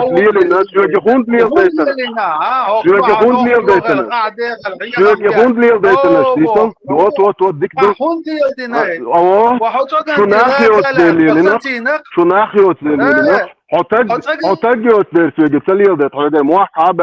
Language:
Chechen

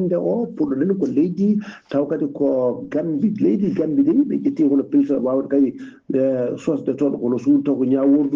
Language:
Fula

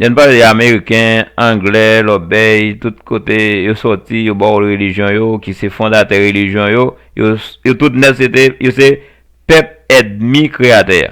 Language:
Haitian Creole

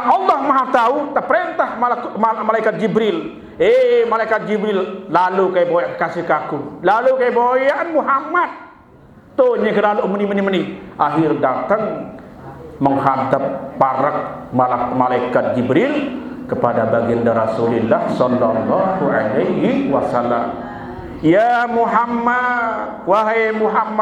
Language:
Sasak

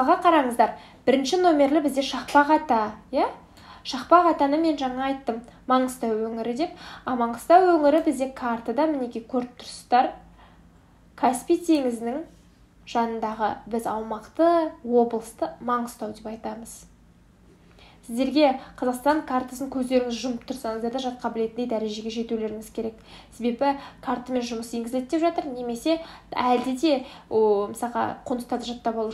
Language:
Kazakh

